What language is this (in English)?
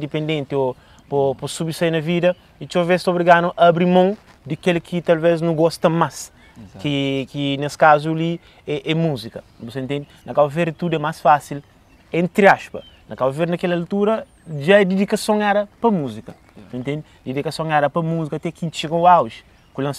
Kabuverdianu